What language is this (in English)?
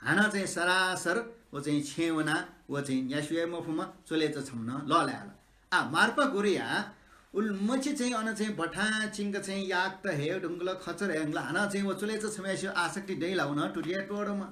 Newari